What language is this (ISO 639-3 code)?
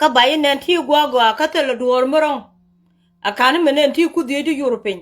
nus